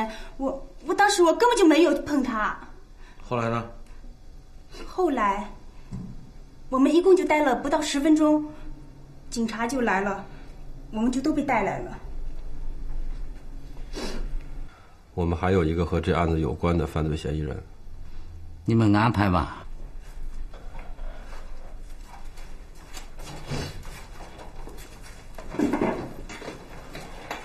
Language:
Chinese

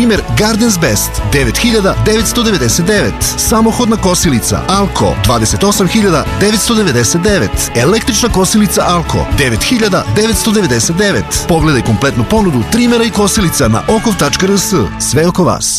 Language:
Serbian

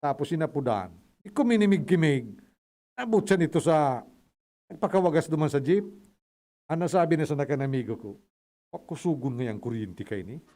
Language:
Bikol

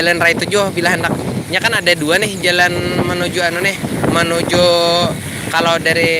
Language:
Banjar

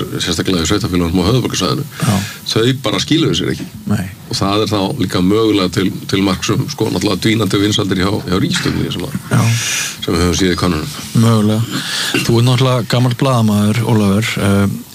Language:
Icelandic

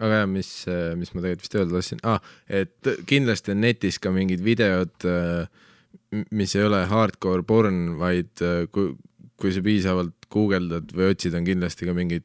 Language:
Estonian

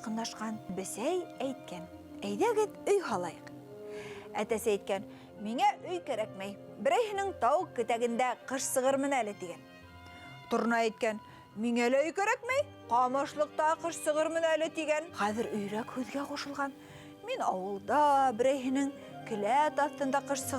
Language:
Bashkir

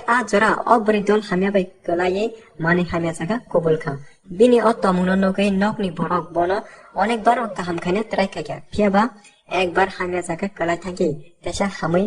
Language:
Kok Borok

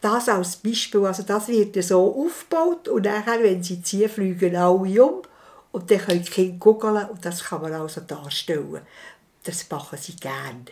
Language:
Swiss German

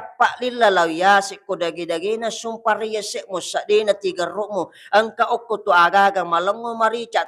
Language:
Buginese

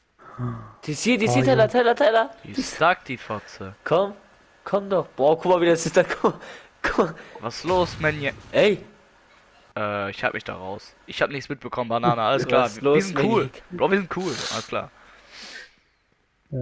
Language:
German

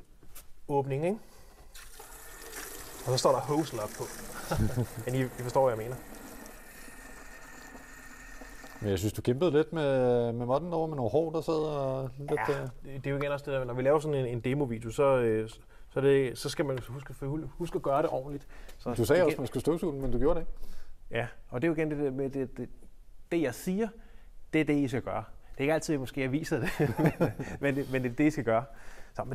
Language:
Danish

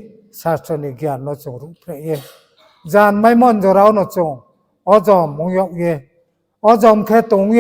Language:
Riang (India)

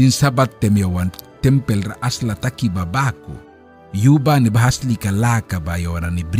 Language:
Mískito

